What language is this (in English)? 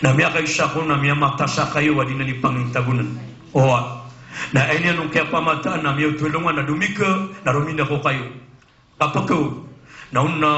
Maranao